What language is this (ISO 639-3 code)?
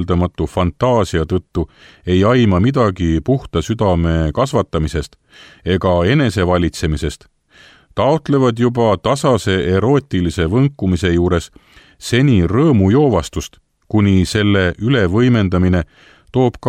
est